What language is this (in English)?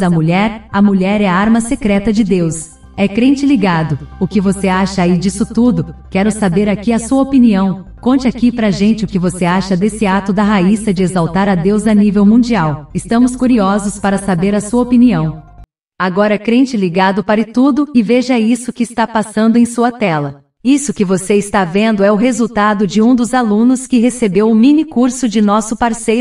Portuguese